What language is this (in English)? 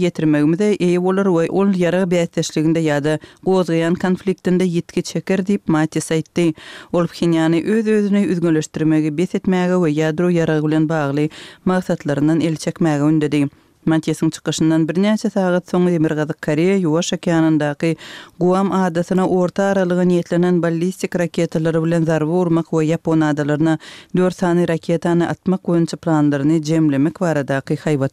Turkmen